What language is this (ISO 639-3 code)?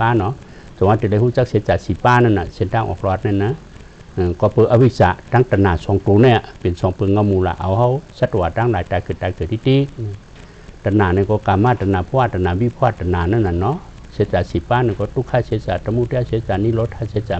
shn